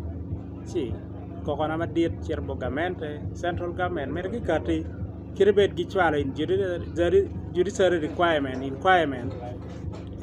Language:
Acoli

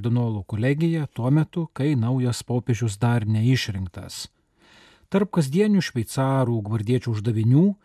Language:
Lithuanian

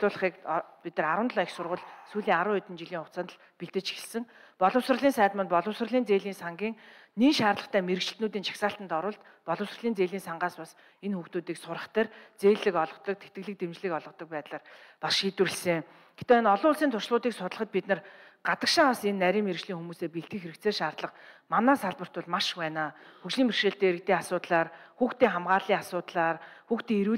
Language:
Mongolian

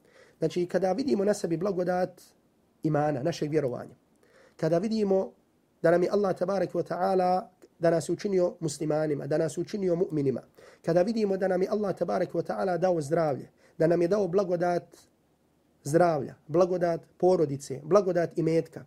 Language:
Bosnian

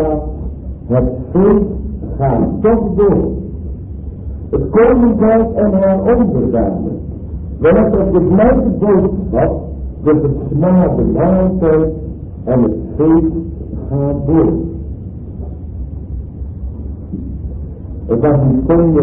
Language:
Dutch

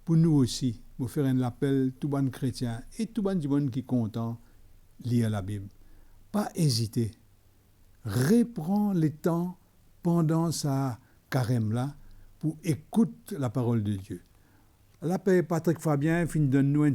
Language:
Morisyen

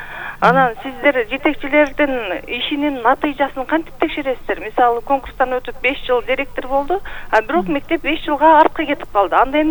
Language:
Kyrgyz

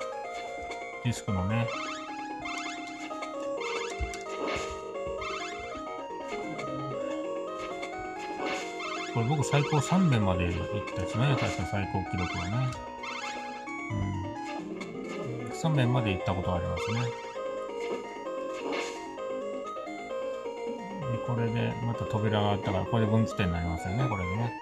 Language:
Japanese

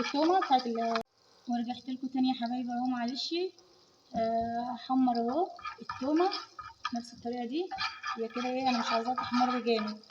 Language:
Egyptian Arabic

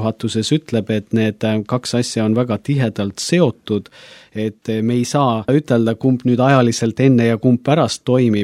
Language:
Estonian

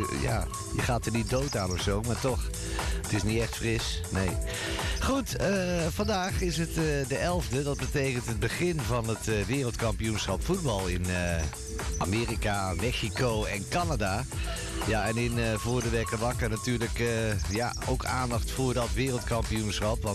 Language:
Dutch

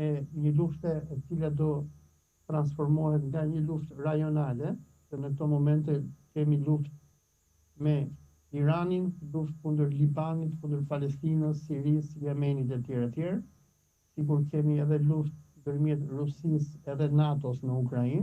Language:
Albanian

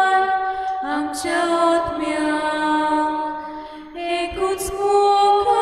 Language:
Konkani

